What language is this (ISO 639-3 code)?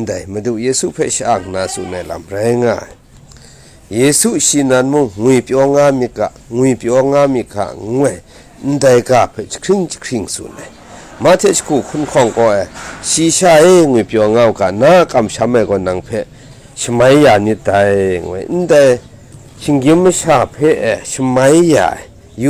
kac